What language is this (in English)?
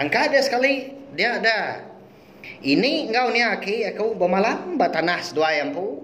Iban